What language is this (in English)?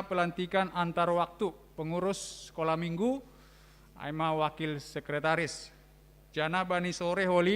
Batak Simalungun